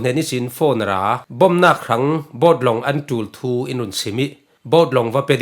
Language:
Falam Chin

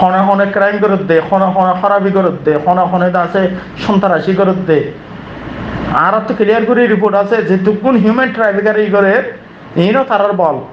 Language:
Rohingya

